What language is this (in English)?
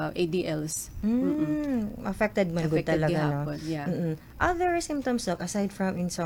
Waray